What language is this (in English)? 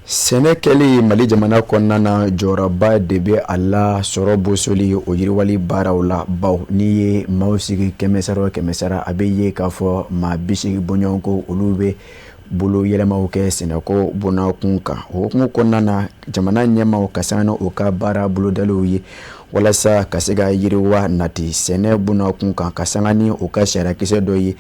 Bambara